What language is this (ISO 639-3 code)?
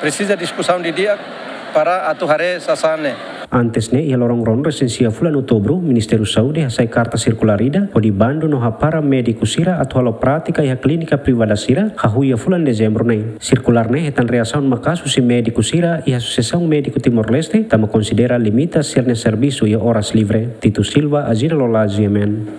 tet